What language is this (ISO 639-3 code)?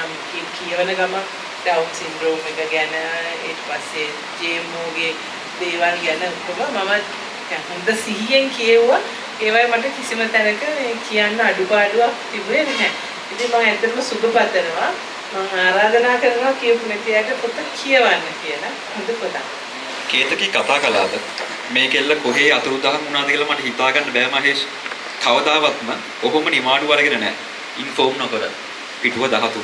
sin